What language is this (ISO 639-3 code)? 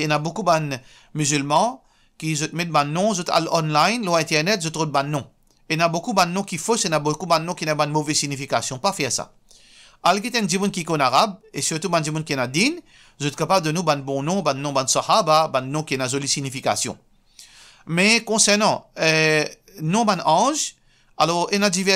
mfe